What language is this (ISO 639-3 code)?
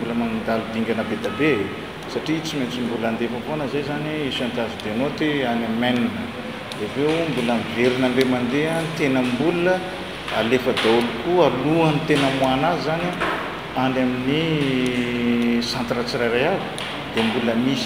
mlg